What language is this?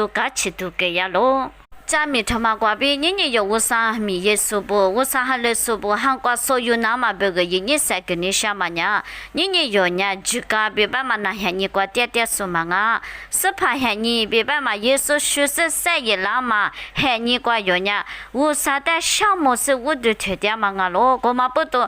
Lisu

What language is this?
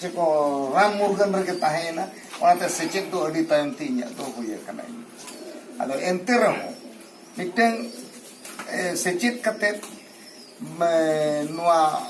Santali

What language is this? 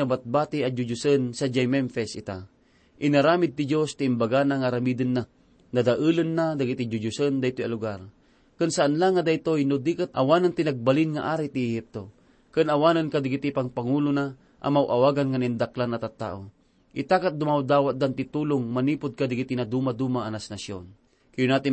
Iloko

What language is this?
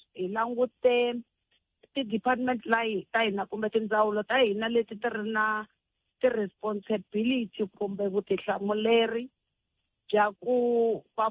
Tsonga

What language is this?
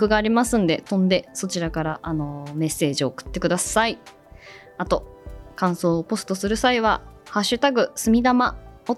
Japanese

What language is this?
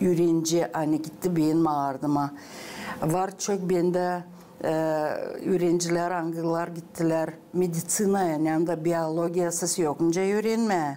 Gagauz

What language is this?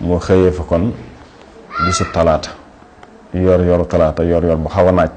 Wolof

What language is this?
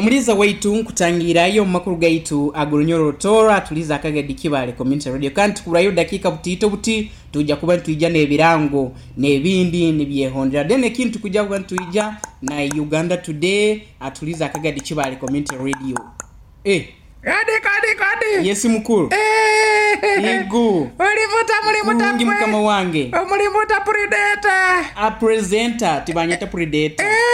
Nyoro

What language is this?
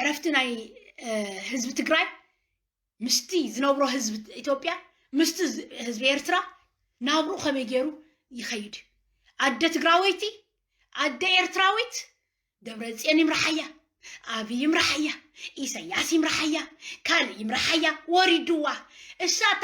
Tigrinya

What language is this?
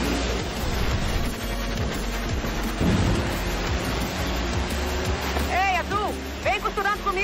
Portuguese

